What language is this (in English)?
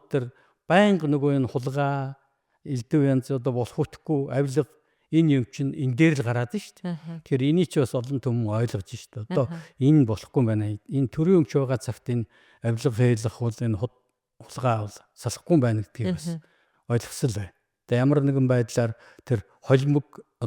Mongolian